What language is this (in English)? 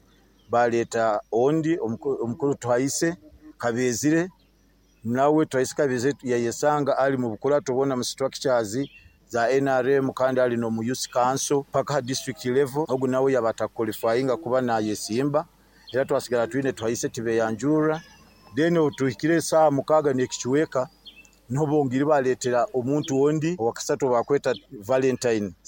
Nyoro